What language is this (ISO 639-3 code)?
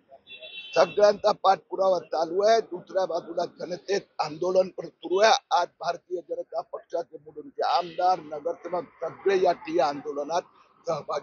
mar